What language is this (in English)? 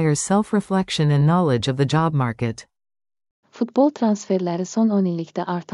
Azerbaijani